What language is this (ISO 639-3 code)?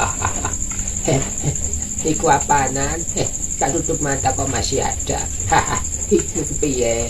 jav